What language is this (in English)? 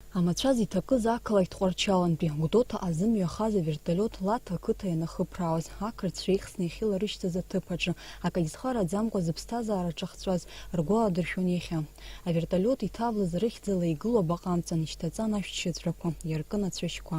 Abkhazian